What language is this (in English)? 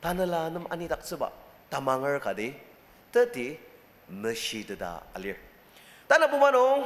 Ao Naga